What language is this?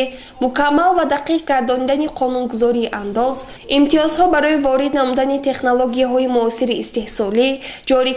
Tajik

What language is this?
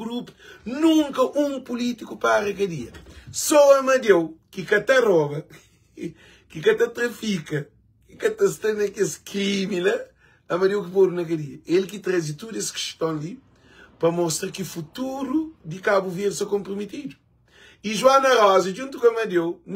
Kabuverdianu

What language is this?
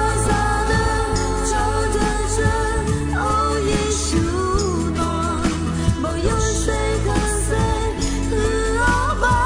Akha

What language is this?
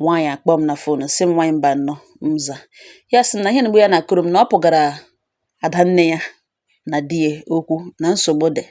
Igbo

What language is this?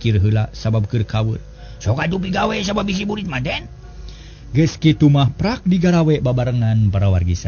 Sundanese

